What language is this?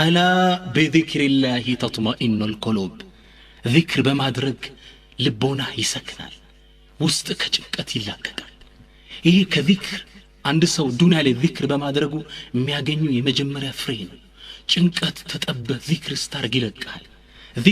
Amharic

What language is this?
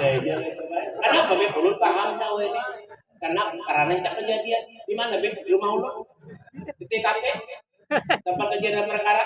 Banjar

